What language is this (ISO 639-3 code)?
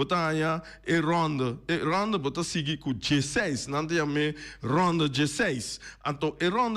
pap